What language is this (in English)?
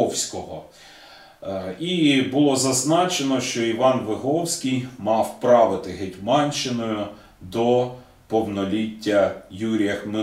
Ukrainian